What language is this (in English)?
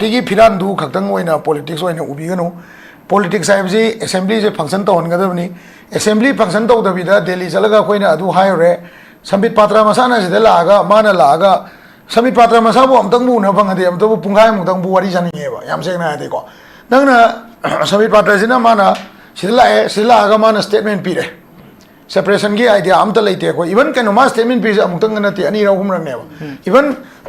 Manipuri